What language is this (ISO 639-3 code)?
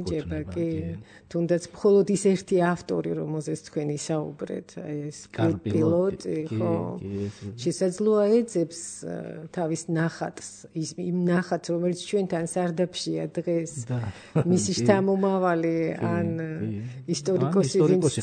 kat